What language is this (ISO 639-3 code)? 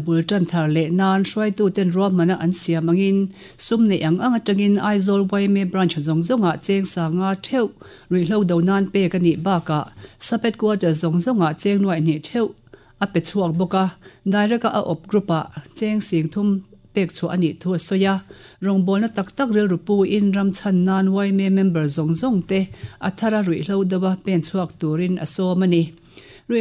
lus